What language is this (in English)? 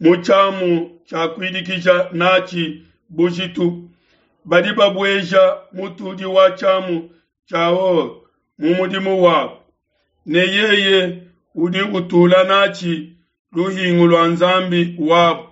Luba-Lulua